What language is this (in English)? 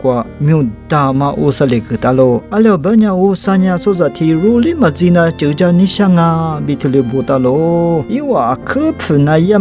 Lisu